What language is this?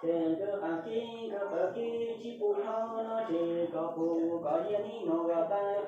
Hmong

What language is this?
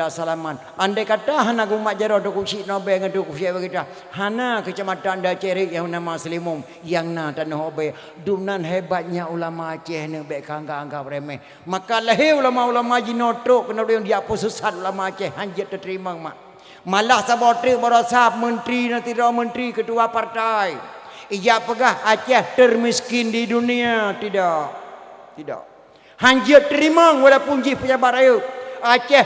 Achinese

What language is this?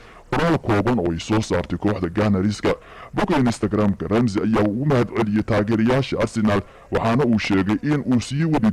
Somali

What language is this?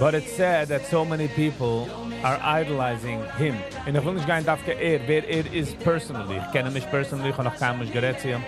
Yiddish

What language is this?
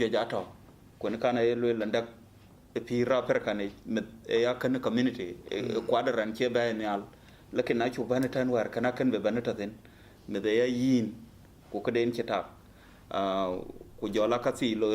Dinka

